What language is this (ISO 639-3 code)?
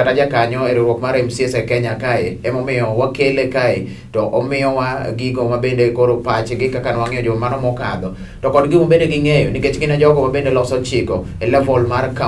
luo